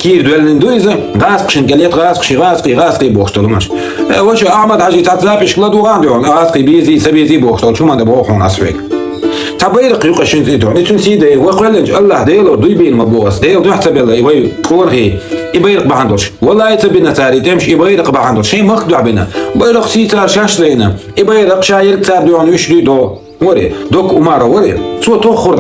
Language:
Chechen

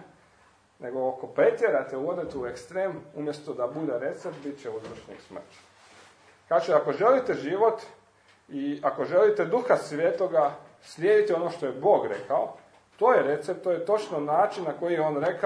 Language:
Croatian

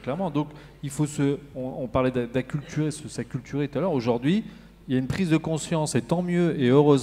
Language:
French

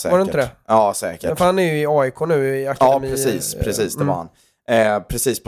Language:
Swedish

